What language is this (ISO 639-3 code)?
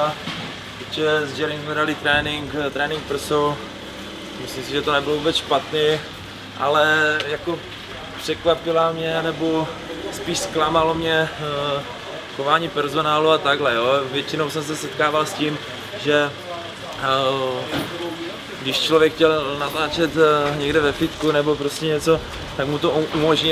ces